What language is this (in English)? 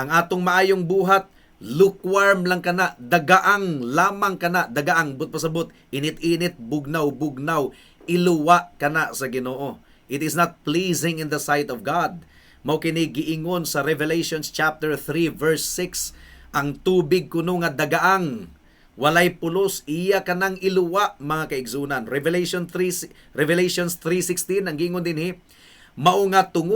Cebuano